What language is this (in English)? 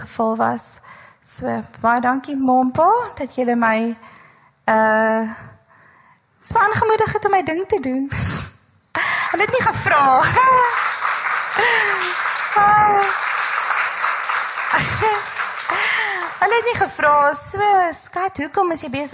Afrikaans